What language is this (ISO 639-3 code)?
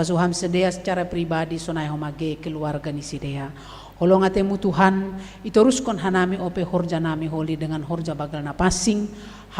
bts